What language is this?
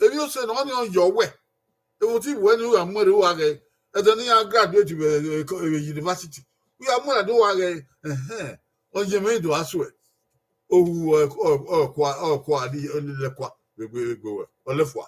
Bini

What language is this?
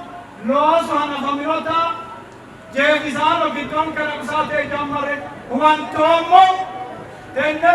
Sidamo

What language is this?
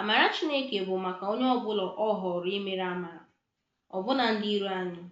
Igbo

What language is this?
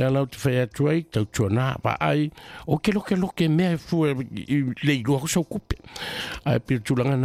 Samoan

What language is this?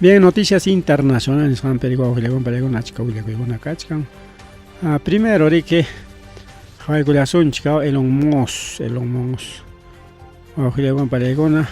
Ayacucho Quechua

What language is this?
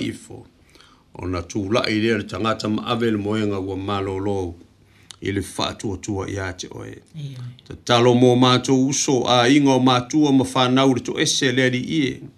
Samoan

